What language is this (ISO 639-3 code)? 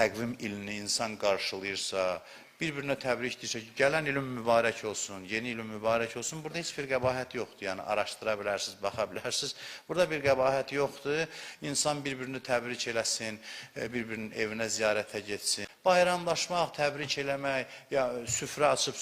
aze